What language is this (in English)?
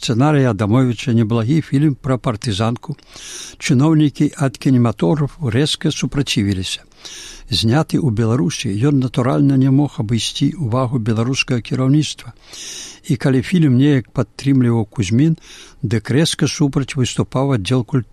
Belarusian